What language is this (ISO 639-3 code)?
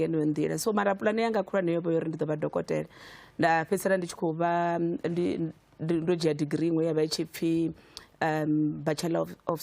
ven